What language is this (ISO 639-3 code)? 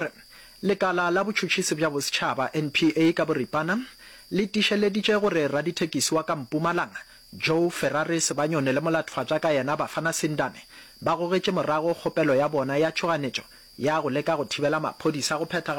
nso